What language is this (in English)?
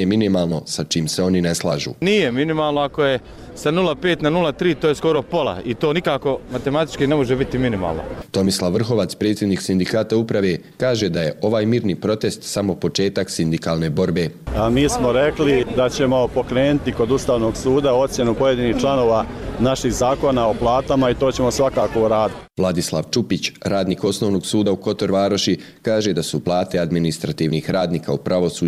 Croatian